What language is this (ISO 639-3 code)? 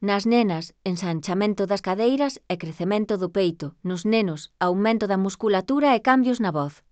glg